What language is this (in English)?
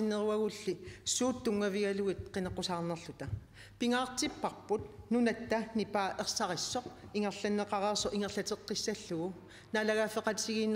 Kalaallisut